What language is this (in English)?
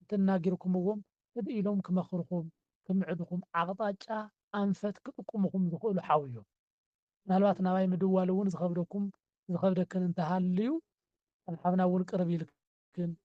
Tigrinya